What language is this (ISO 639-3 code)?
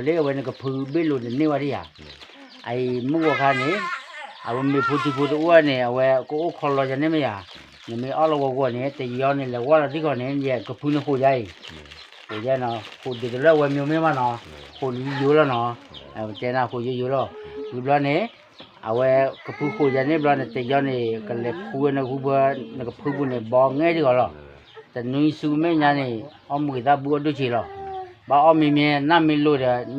ksw